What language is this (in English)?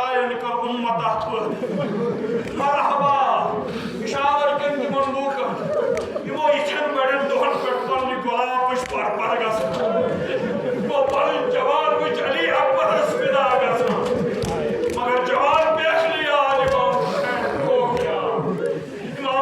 Kashmiri